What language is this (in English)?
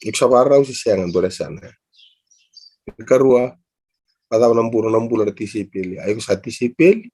Fijian